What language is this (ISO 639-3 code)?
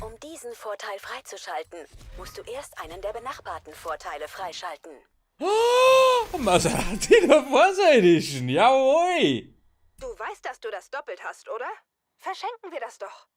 bar